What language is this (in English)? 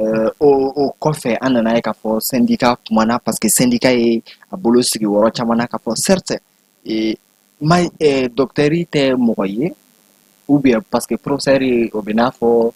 Bambara